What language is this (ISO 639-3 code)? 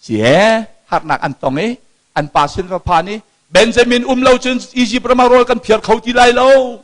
cnh